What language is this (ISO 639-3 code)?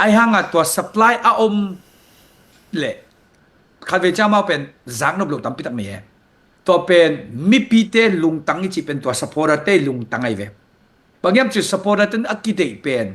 ctd